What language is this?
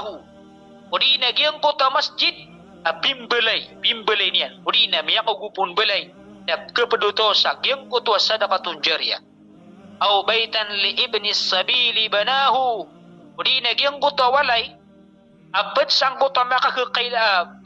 Maranao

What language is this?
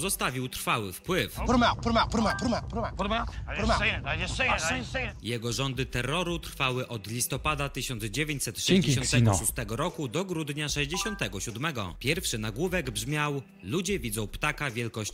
Polish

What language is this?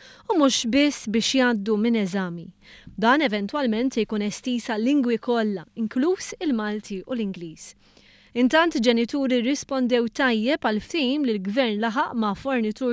Maltese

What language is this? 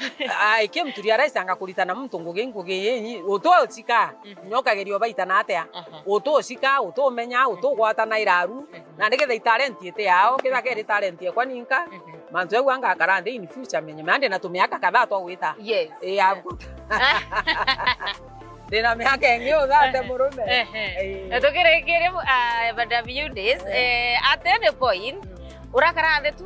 Meru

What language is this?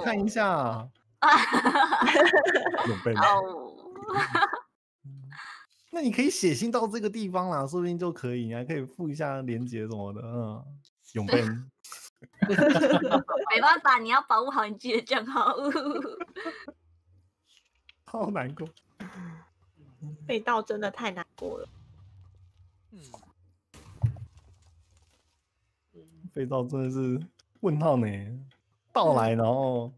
Chinese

